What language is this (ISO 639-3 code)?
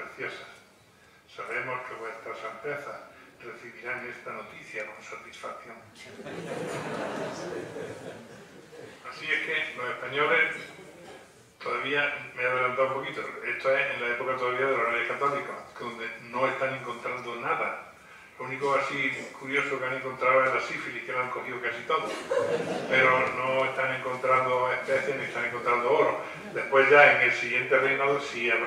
spa